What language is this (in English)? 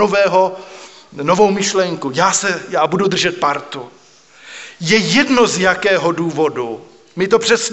Czech